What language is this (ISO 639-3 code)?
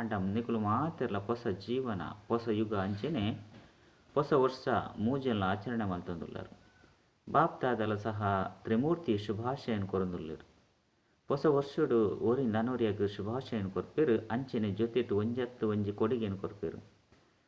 tcy